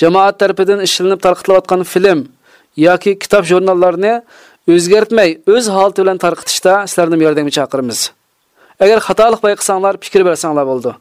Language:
Uyghur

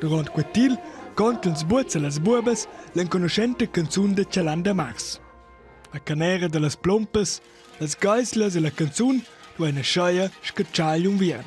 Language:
Romansh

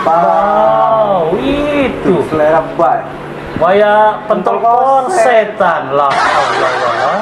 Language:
Musi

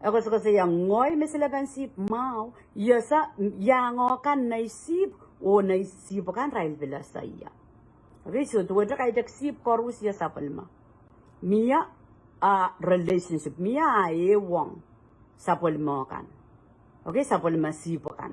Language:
Pohnpeian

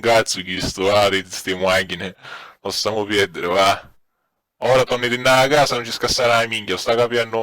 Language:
Sicilian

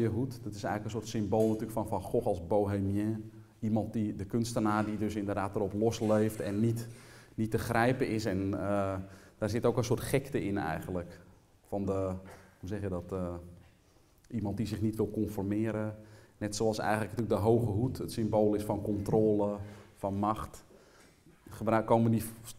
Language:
Dutch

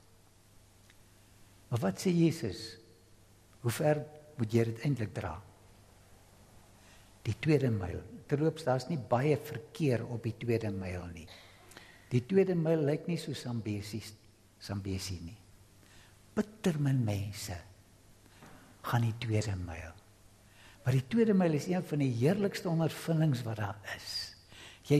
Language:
Afrikaans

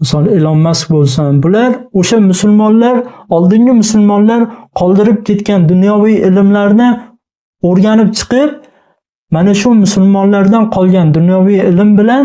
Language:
Uzbek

